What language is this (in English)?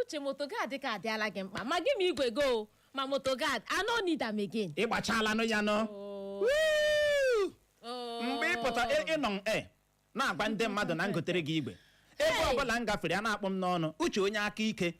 Igbo